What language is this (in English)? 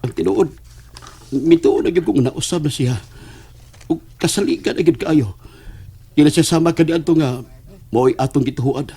Cebuano